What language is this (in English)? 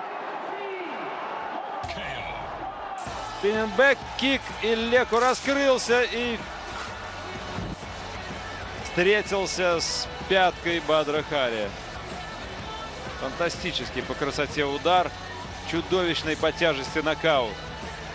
Russian